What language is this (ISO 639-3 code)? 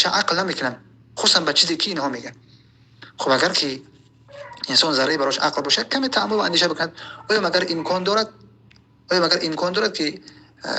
tgk